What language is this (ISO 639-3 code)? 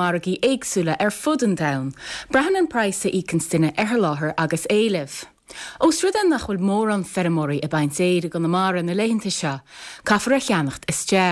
gle